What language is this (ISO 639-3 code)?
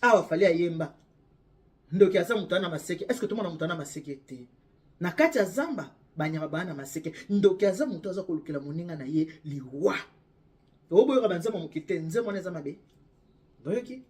lin